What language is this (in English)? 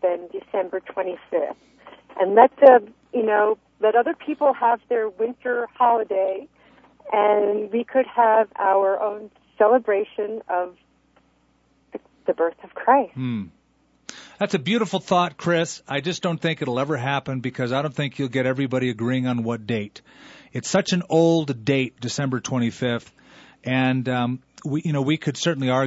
English